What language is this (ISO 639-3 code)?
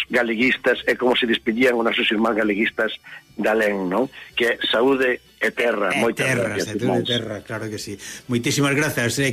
glg